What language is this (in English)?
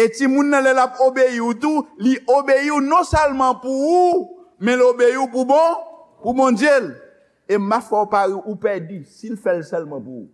Haitian Creole